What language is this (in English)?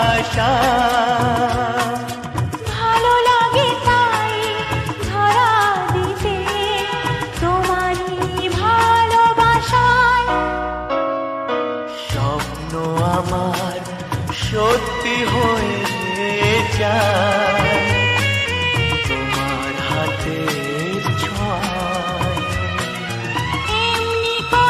Bangla